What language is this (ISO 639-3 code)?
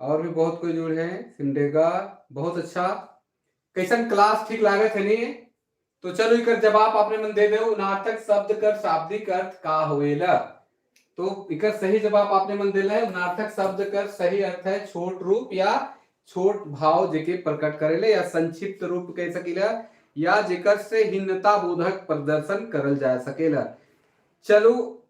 sck